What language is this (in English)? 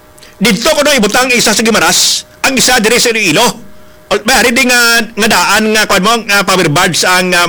Hiligaynon